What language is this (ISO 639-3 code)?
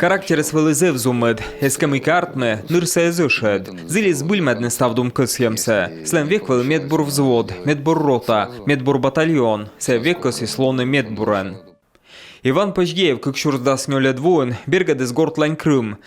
kom